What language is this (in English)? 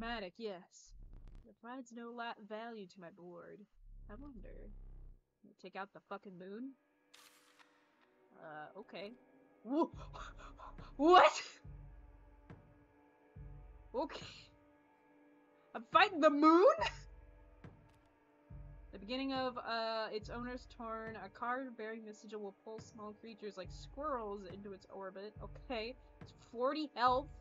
English